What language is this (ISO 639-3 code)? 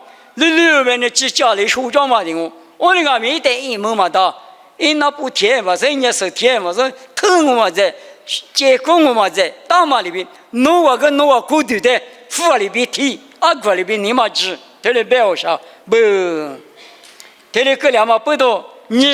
lis